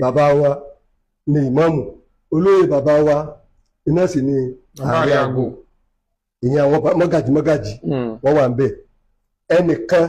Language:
Yoruba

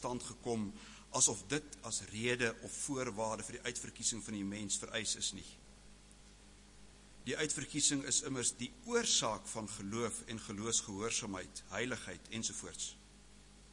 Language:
Afrikaans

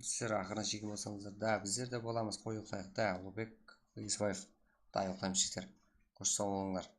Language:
Kara-Kalpak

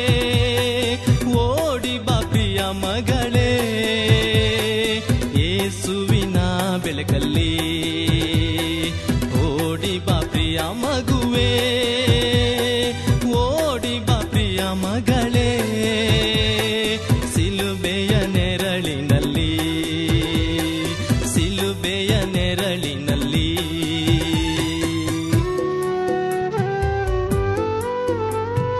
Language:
Kannada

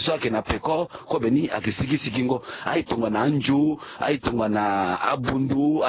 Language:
Sango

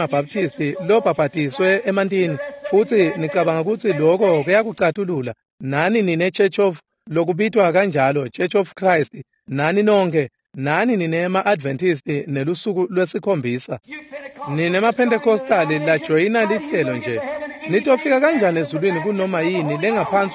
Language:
Swati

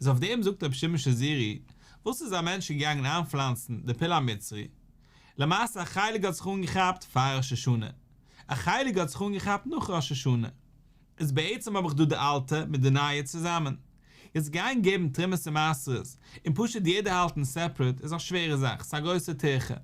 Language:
Yiddish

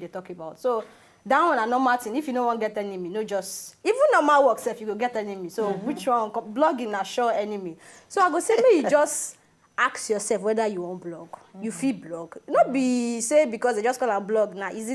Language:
Nigerian Pidgin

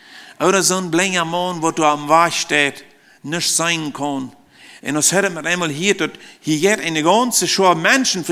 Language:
Plautdietsch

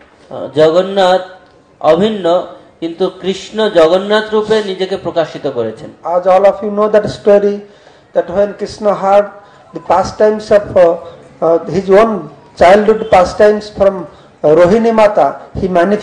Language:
Bangla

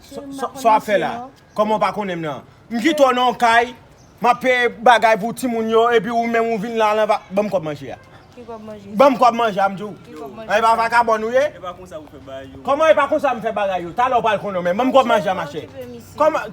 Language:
Haitian Creole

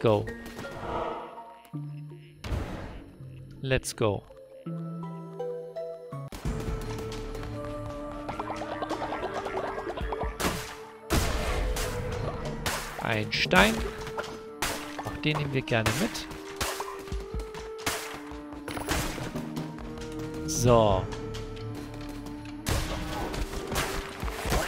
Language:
German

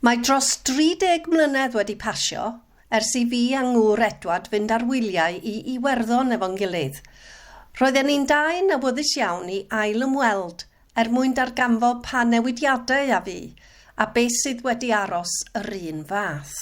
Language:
Welsh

